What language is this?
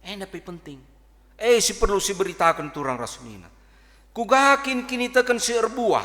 Batak Karo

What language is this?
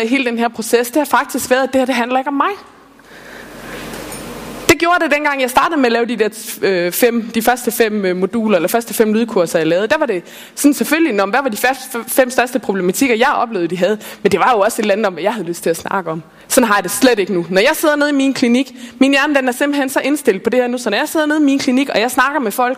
Danish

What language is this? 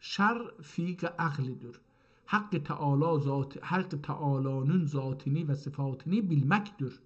South Azerbaijani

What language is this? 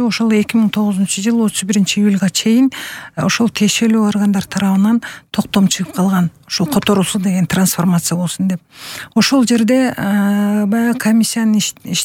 Kyrgyz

